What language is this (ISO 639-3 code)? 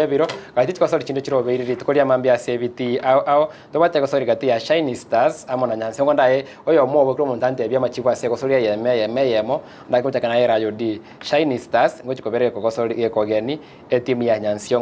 guz